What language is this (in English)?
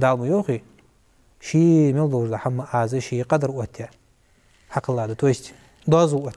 Ingush